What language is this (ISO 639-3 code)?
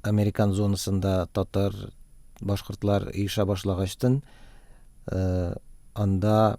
tat